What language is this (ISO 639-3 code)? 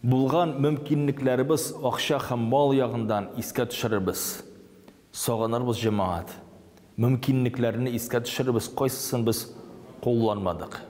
tat